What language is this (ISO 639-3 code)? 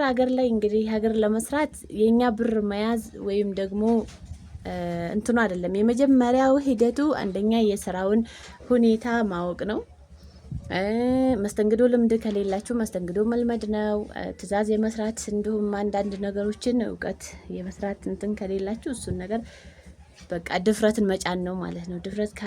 amh